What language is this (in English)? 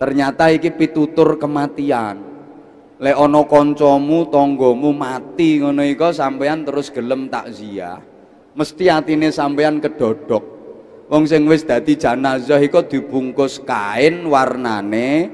Javanese